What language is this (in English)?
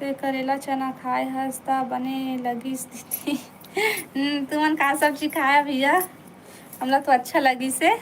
Chhattisgarhi